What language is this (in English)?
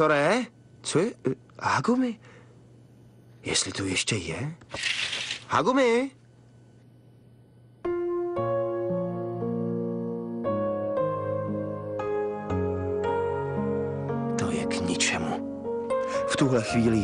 Czech